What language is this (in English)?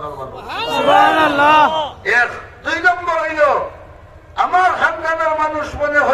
Sylheti